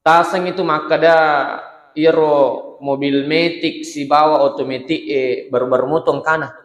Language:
Buginese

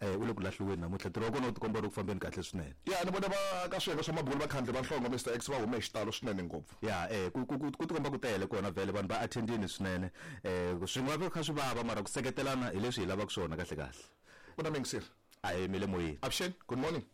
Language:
Tsonga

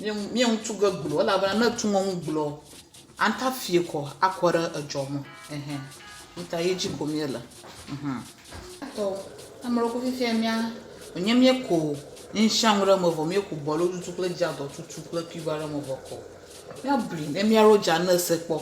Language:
Ewe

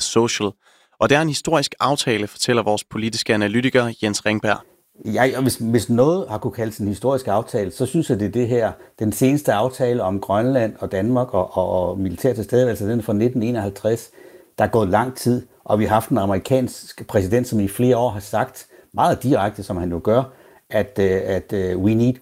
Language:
Danish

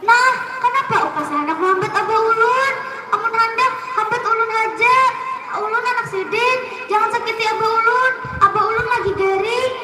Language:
Banjar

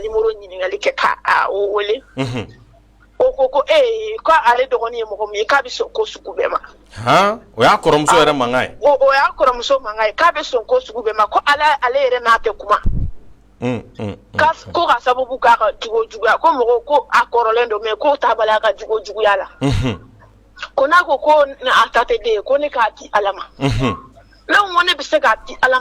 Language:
Bambara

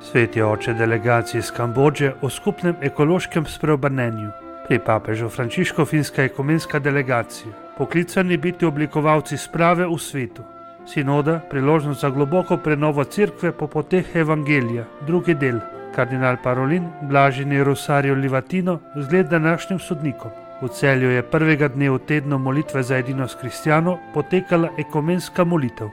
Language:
Slovenian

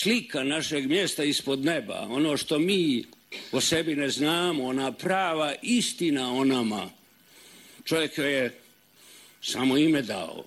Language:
Serbian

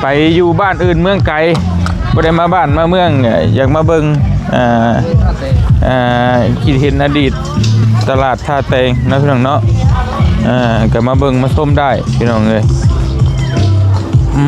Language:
Lao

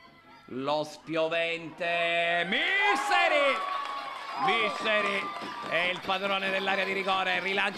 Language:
Italian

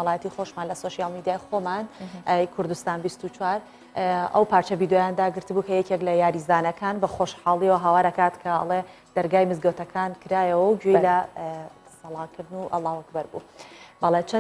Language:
Central Kurdish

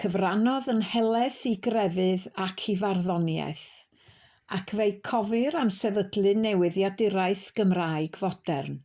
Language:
Welsh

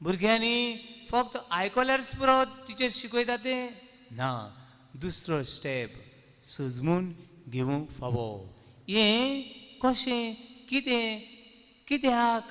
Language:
Konkani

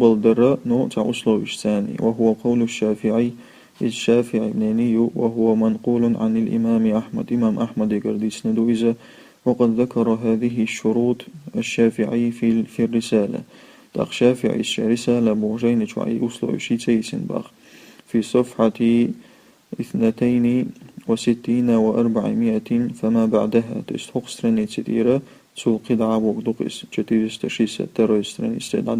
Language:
Chechen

